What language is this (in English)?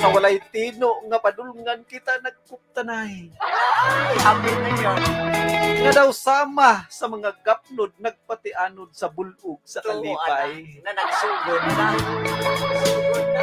Cebuano